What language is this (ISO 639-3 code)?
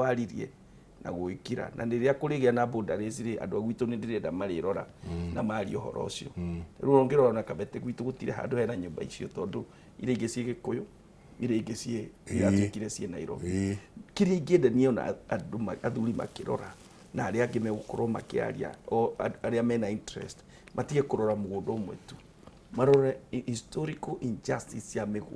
kik